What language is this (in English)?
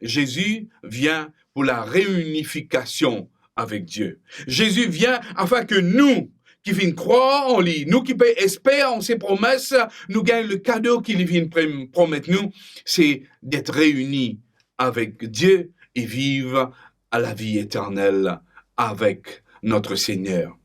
Morisyen